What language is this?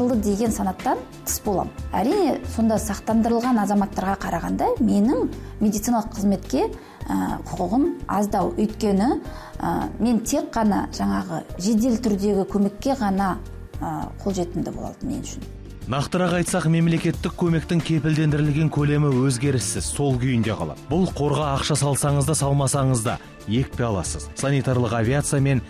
Kazakh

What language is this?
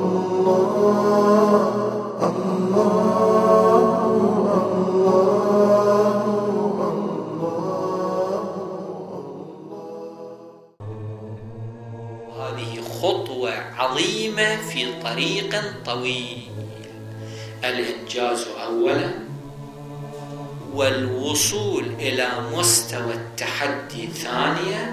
Arabic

